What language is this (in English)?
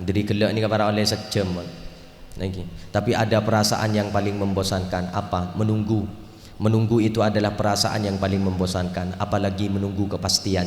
Madurese